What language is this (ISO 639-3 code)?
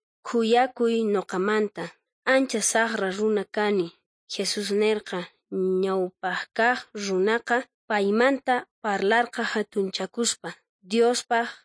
quh